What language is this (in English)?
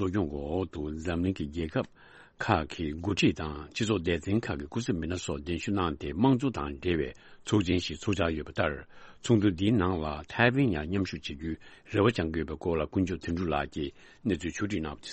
Tibetan